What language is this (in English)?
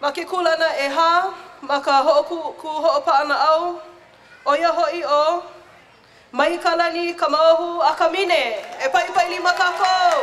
Hawaiian